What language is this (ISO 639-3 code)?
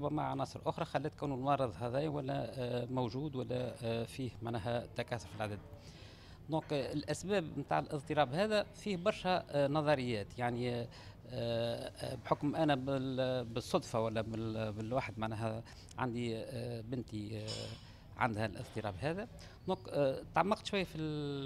aeb